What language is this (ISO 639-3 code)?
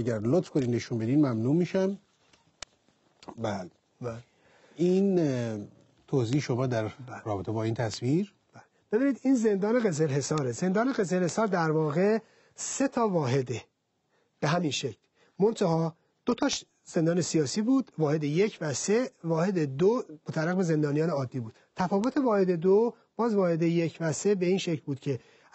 fas